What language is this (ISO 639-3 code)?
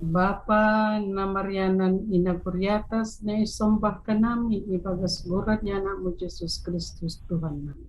bts